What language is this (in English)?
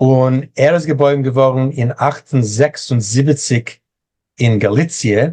Yiddish